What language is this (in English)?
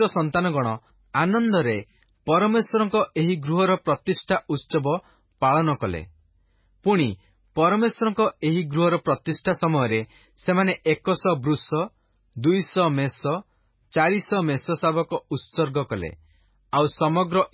Odia